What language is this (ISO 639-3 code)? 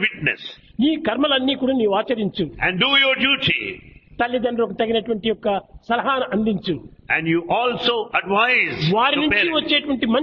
tel